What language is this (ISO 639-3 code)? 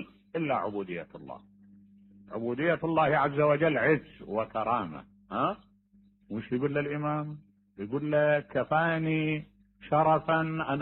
acm